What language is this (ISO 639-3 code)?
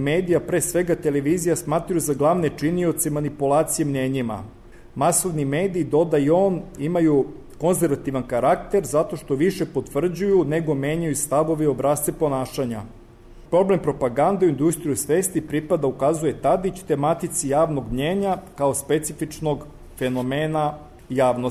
srp